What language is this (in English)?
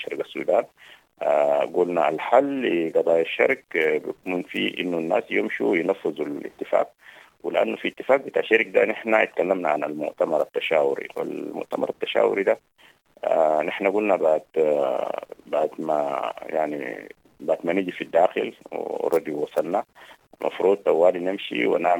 Sudanese Arabic